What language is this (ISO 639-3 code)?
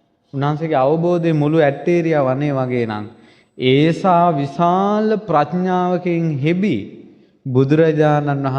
sin